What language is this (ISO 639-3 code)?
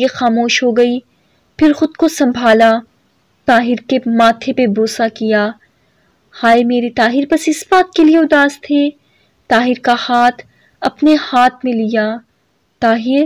urd